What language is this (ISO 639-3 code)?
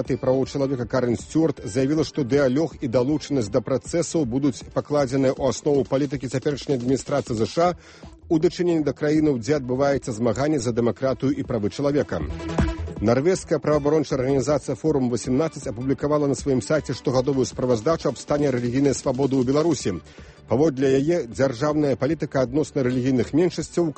bel